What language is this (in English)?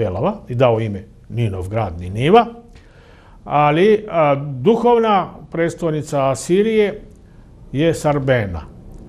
Serbian